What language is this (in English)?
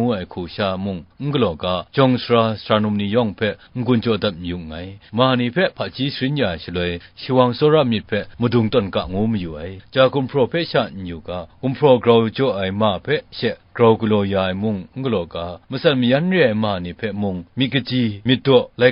Kachin